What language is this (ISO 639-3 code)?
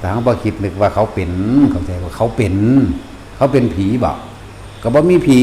tts